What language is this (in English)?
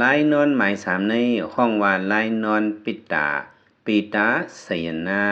Lao